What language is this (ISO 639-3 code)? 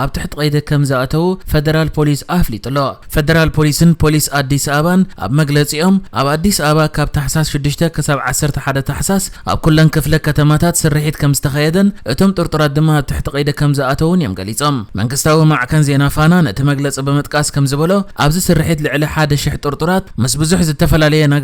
tir